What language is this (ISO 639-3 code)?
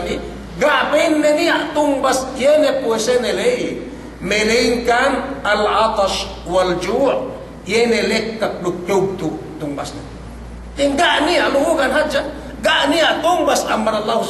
yka